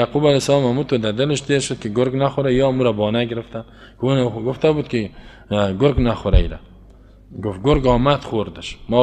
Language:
Persian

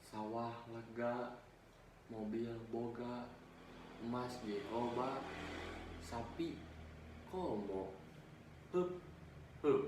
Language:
Sundanese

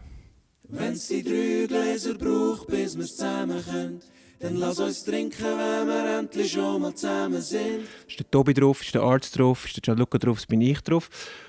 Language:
Swiss German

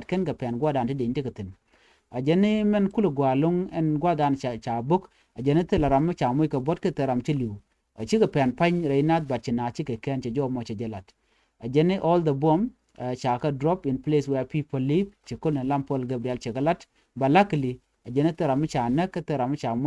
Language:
Nuer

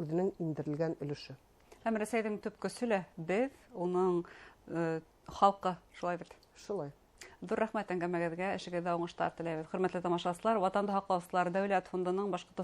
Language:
Bashkir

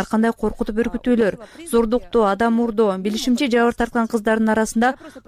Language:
Kyrgyz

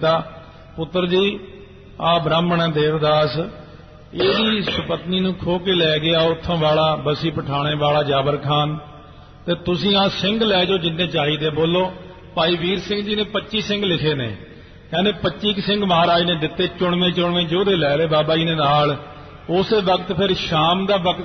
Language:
Punjabi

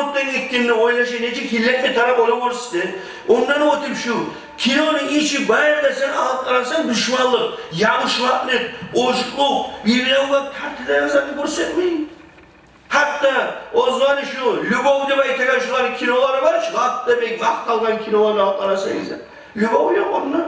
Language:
Kumyk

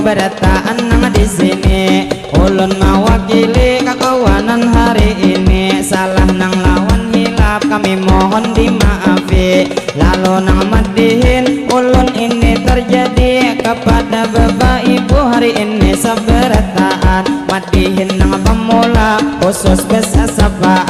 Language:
Banjar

